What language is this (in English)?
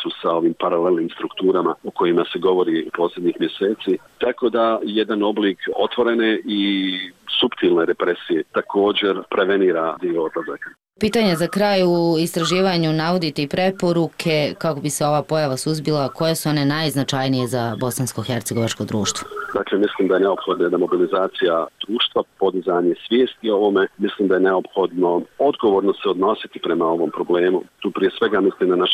Bosnian